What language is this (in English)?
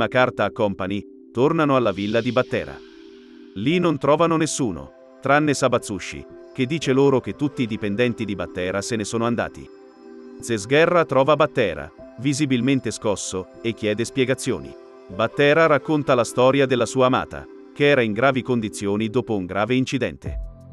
Italian